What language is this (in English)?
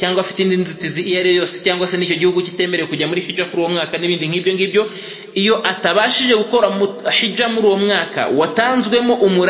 Kinyarwanda